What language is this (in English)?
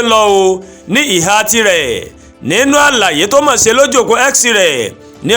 Yoruba